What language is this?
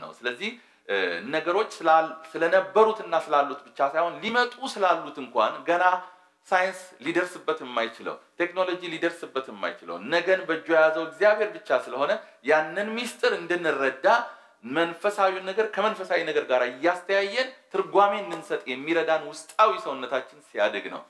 Amharic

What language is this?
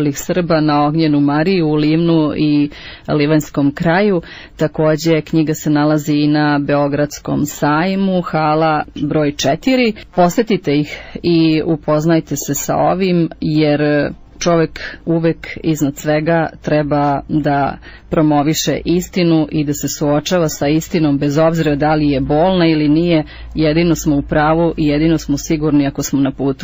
Serbian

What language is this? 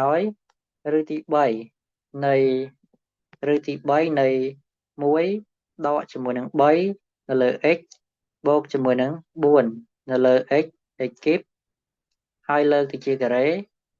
Khmer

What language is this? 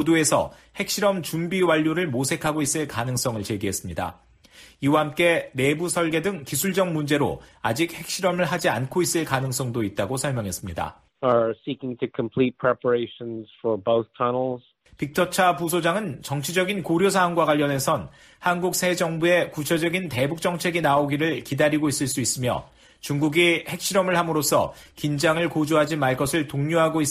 Korean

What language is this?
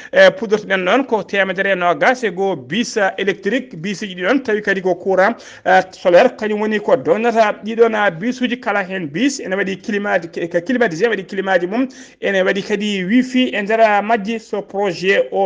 Fula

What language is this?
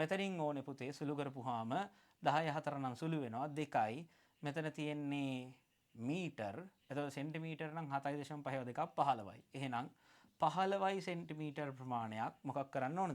Sinhala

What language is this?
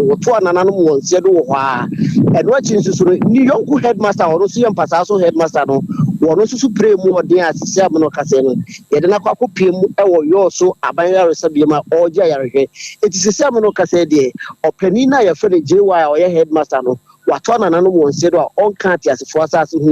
Akan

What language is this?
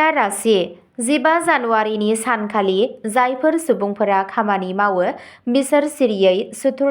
Bodo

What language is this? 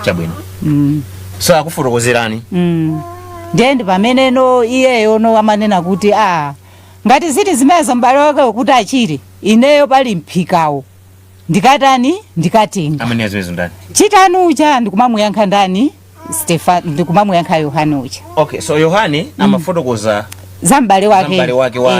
Nyanja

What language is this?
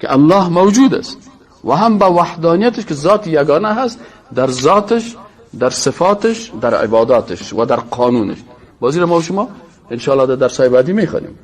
Persian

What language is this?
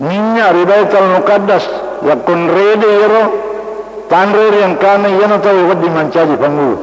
Buginese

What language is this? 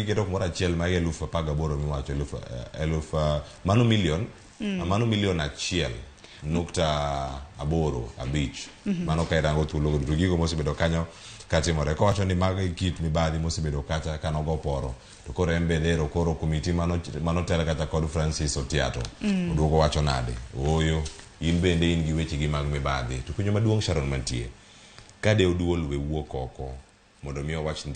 Luo (Kenya and Tanzania)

